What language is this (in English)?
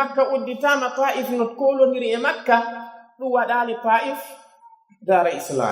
Pular